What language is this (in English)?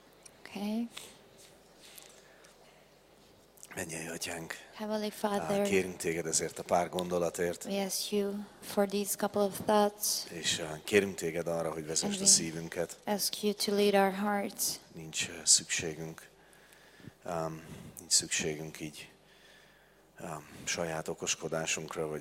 Hungarian